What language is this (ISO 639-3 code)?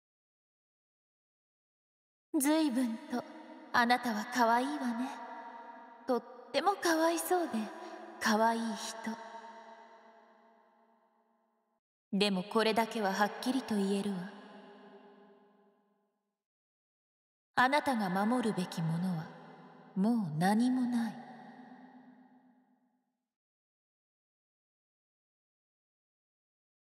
jpn